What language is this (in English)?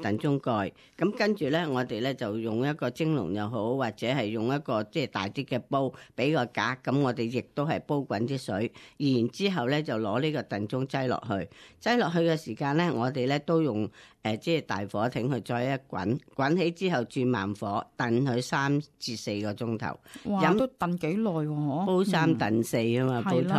Cantonese